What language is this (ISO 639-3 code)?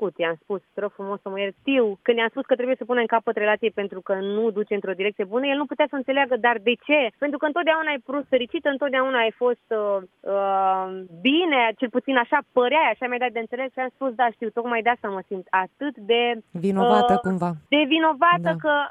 ron